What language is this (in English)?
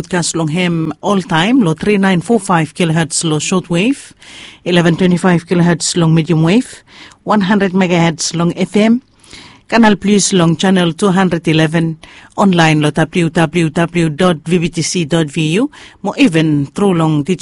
Bislama